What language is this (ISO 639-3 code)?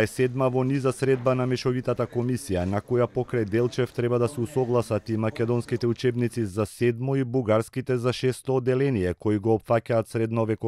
mkd